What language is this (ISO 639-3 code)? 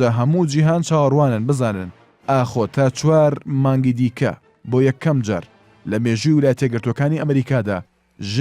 ckb